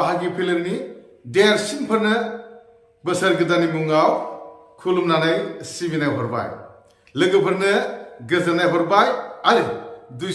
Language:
Bodo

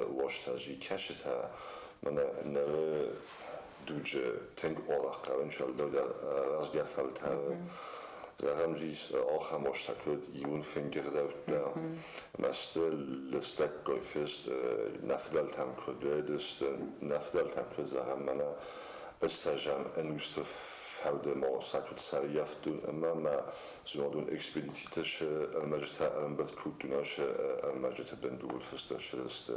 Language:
Ossetic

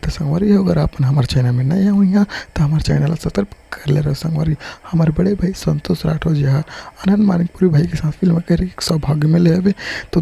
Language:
Chhattisgarhi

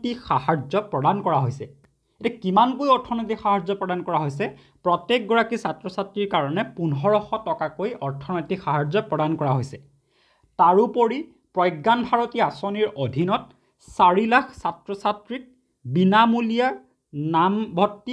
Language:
Assamese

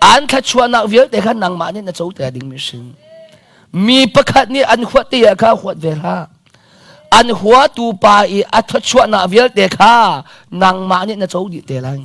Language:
Hakha Chin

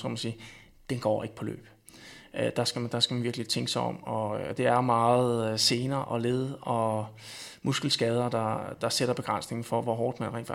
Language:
Danish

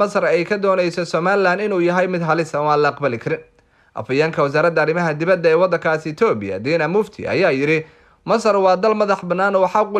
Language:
Somali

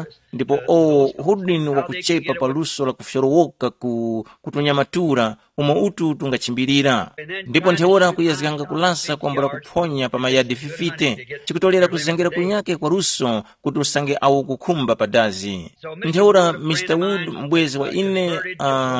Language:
Tumbuka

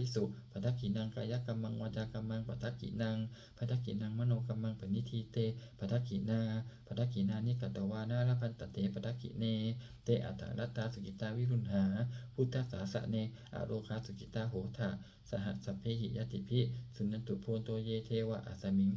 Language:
Pali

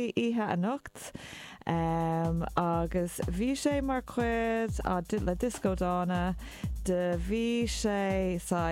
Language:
Irish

